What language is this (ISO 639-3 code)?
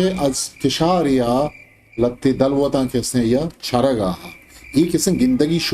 bgp